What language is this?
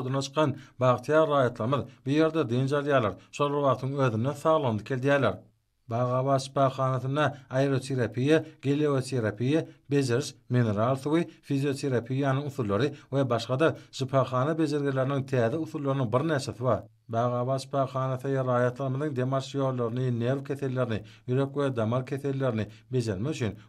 Turkmen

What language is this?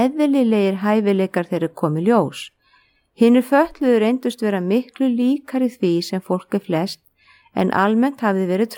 Icelandic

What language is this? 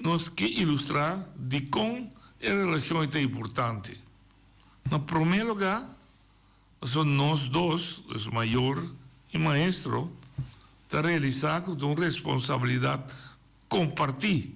Papiamento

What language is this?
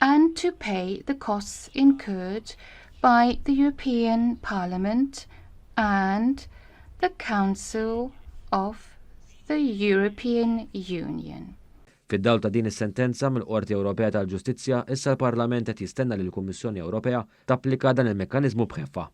Maltese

